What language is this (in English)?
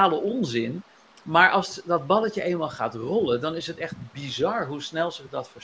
Dutch